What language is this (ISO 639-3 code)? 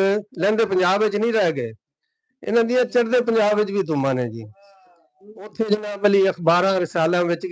lah